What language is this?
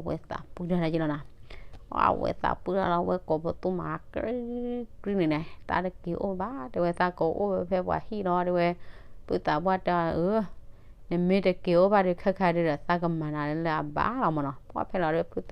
S'gaw Karen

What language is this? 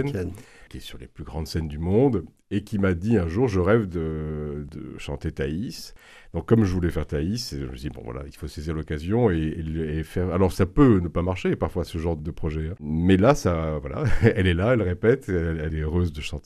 French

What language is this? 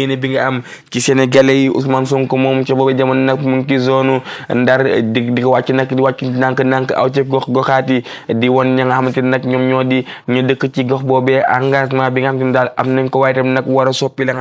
Wolof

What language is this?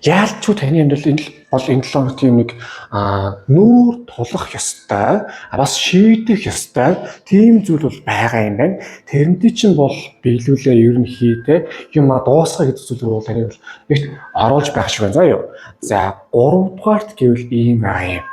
Mongolian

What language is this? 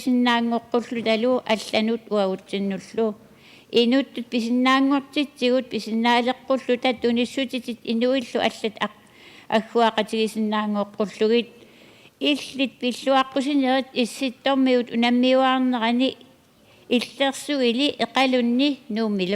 Kalaallisut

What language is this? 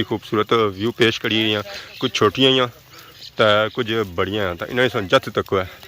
Pahari-Potwari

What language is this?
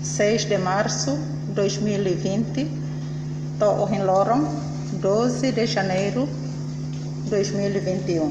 Tetum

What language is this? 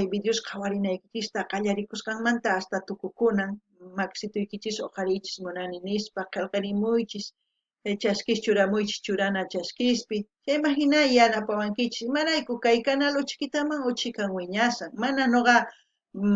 South Bolivian Quechua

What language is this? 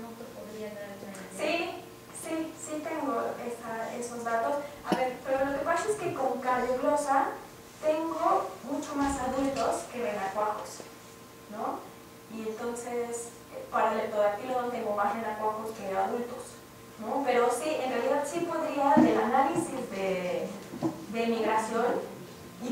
Spanish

